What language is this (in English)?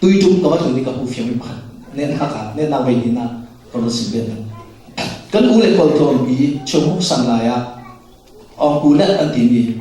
Falam Chin